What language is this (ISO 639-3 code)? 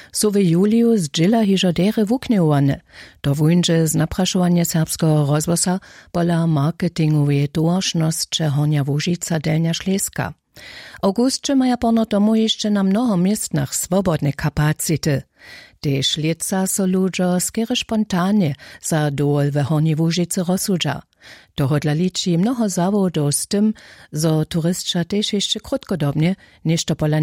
hsb